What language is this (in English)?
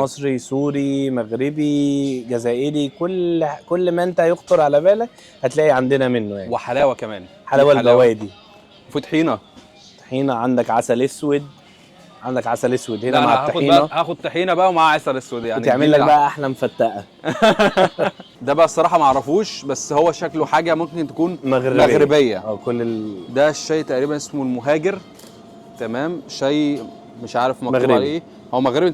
Egyptian Arabic